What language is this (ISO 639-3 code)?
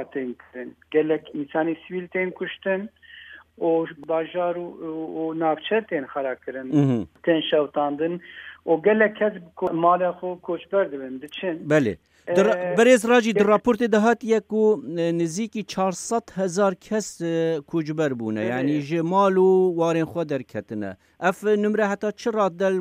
kur